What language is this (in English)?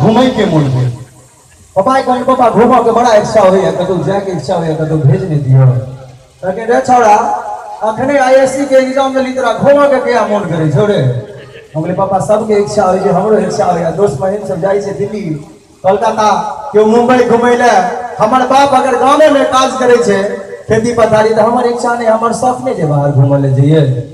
Maithili